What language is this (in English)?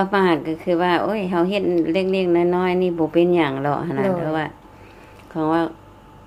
Lao